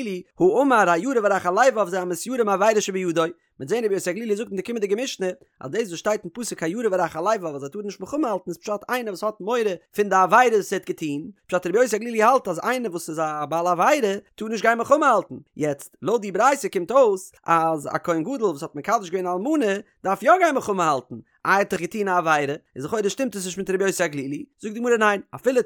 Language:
Yiddish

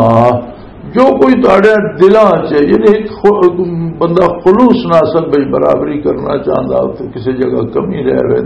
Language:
Western Panjabi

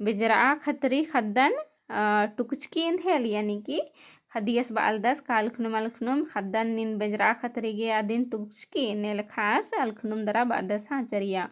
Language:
Kurukh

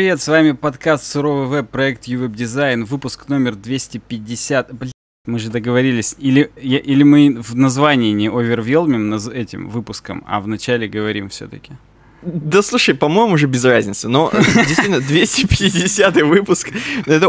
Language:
Russian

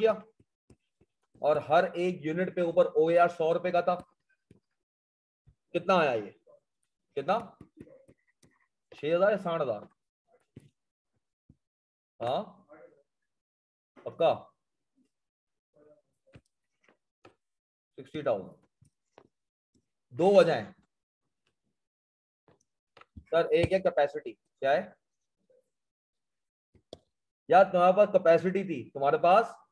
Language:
Hindi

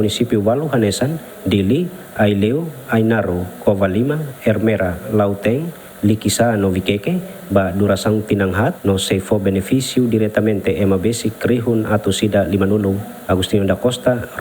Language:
Tetum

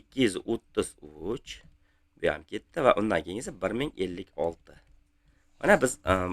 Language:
Uzbek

